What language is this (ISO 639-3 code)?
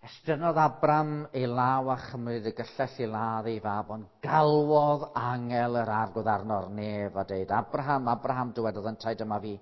cym